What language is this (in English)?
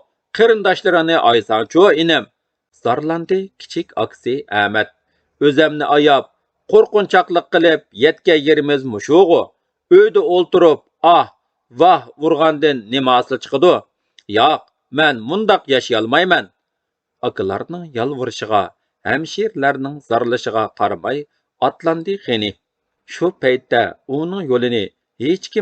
Uyghur